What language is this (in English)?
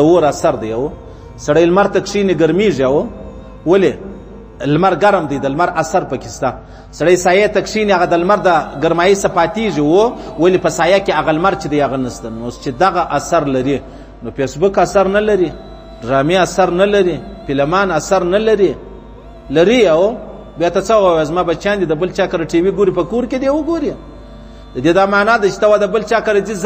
Pashto